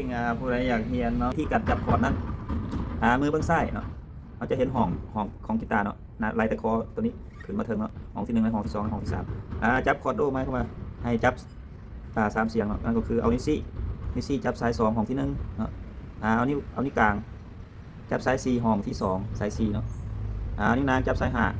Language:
Lao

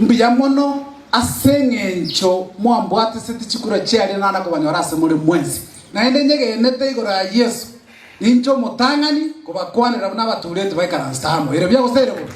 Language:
Gusii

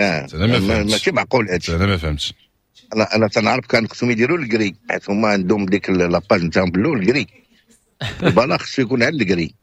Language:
Moroccan Arabic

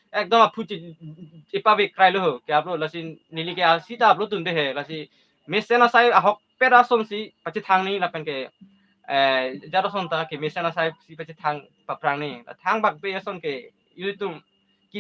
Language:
Karbi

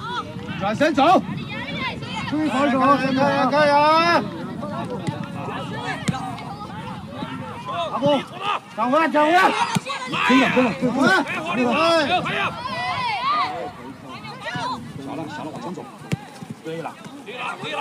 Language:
Chinese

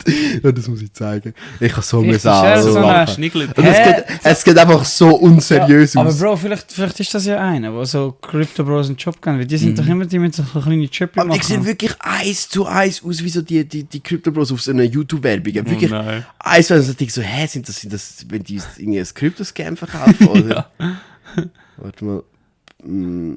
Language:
Swiss German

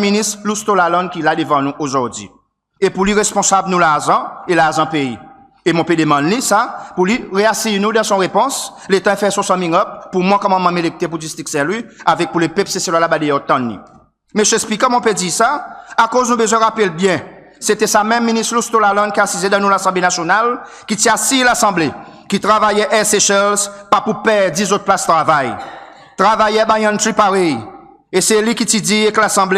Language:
Seselwa Creole French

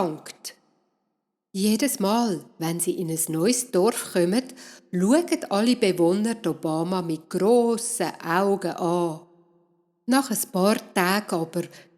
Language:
Swiss German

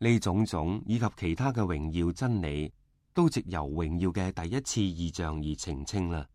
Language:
Cantonese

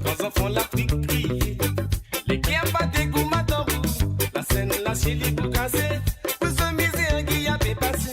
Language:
Morisyen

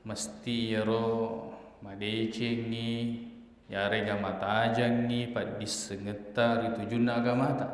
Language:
Buginese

